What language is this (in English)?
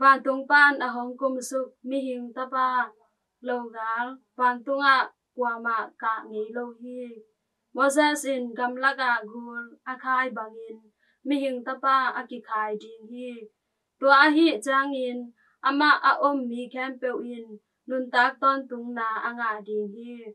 Tedim Chin